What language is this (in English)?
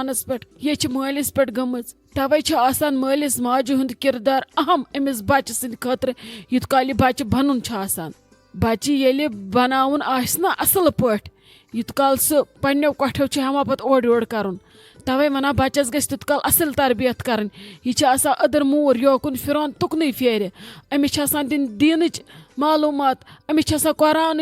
Kashmiri